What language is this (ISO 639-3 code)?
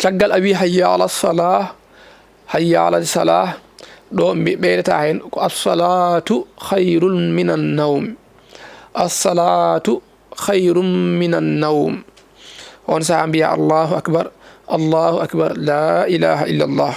ful